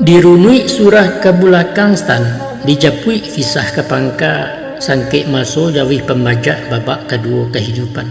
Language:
Minangkabau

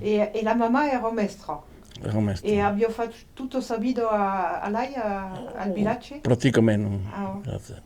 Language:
Occitan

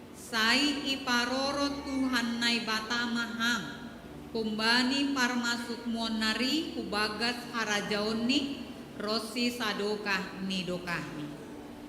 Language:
Batak Simalungun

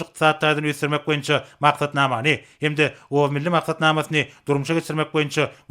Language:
Turkmen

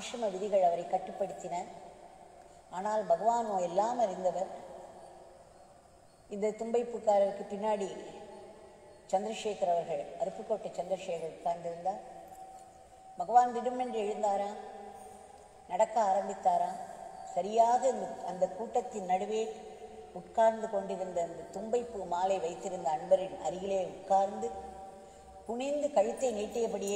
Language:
Tamil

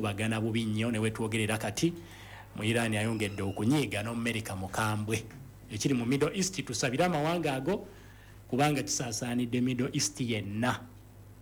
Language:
Ganda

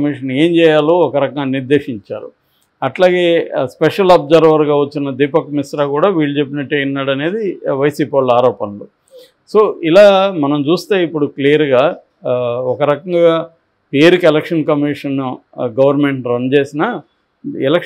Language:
Telugu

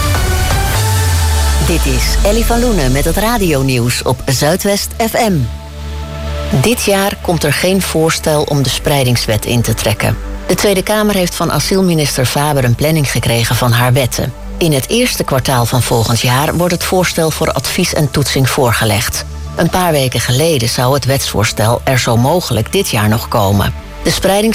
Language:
Dutch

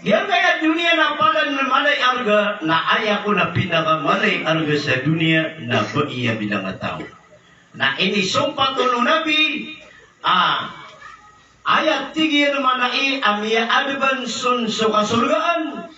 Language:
Maranao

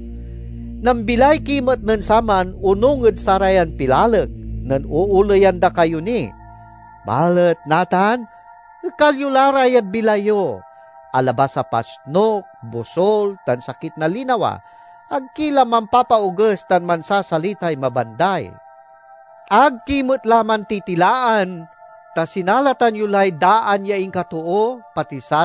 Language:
Pangasinan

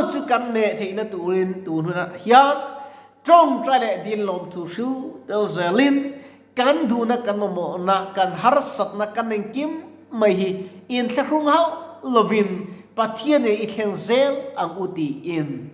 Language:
Mizo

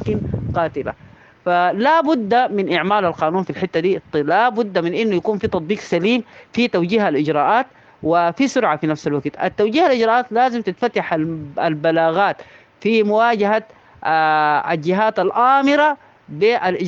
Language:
Sudanese Arabic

